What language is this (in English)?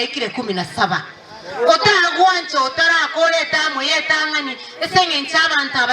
Gusii